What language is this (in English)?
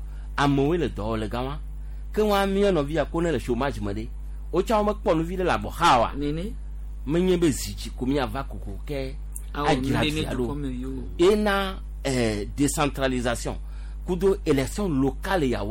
Gen